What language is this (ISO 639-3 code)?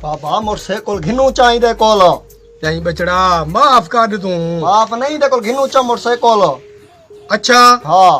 skr